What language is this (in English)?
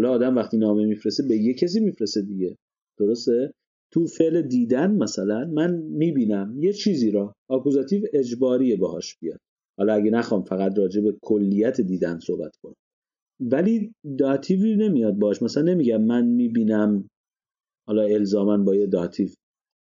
Persian